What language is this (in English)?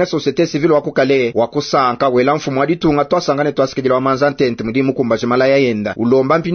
Luba-Lulua